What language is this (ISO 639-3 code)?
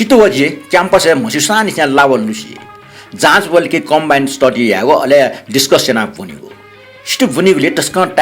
new